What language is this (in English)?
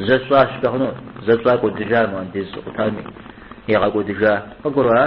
Kabardian